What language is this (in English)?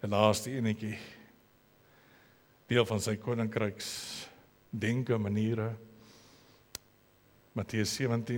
Afrikaans